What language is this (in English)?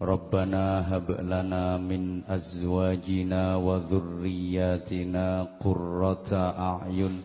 Javanese